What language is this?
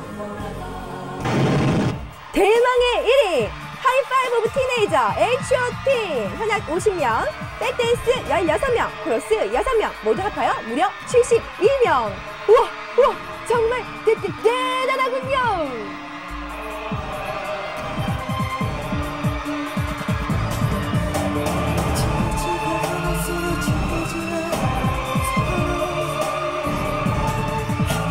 Korean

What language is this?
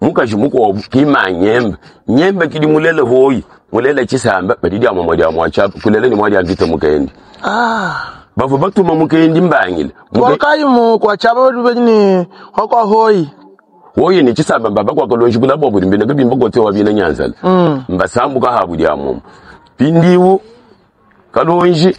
Luba-Lulua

